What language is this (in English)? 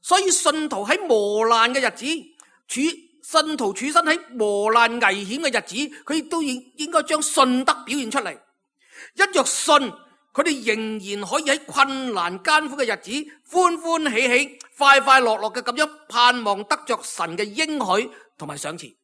Cantonese